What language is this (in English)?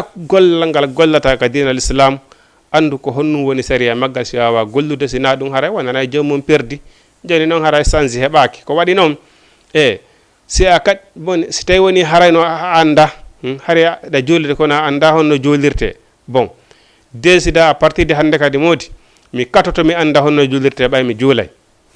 Fula